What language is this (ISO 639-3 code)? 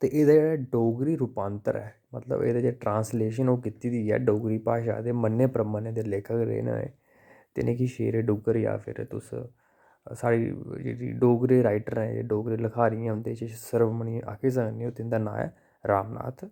doi